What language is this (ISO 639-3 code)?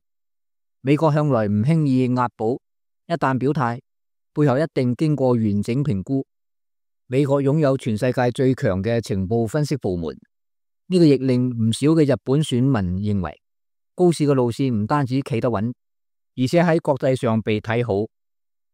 yue